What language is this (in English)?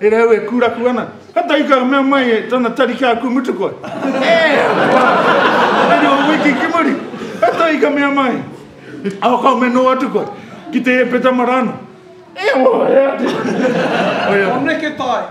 Māori